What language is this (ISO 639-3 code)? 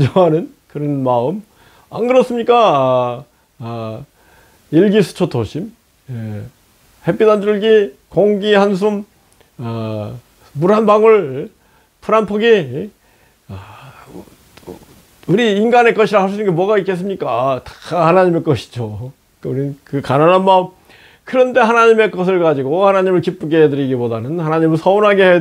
kor